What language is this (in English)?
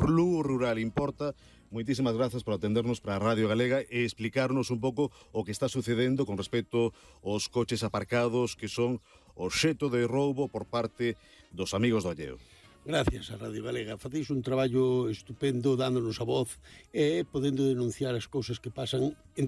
Galician